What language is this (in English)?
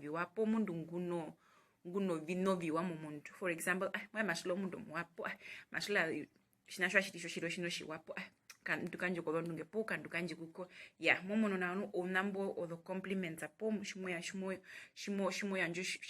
Herero